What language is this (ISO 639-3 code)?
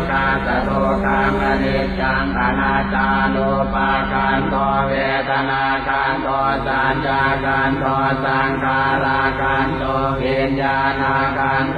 pli